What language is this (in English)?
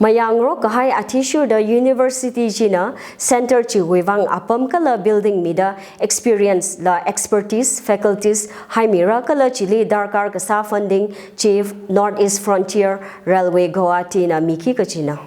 Tangkhul Naga (India)